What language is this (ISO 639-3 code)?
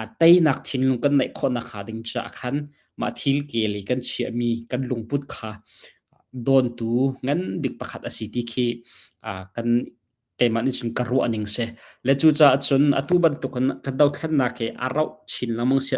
cnh